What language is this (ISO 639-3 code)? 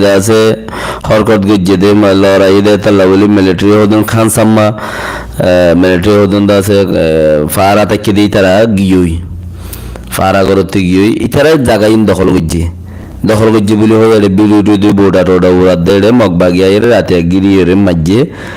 rhg